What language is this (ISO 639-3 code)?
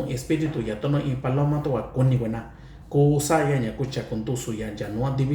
mix